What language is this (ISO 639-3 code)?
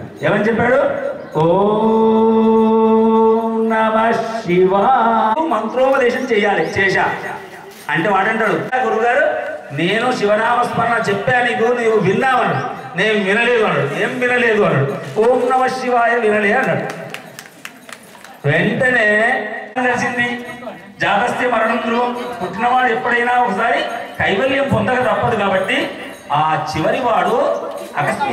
tel